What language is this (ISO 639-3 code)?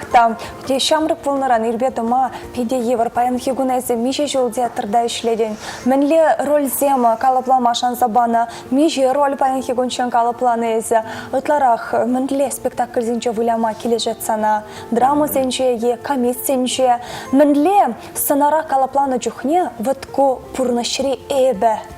chv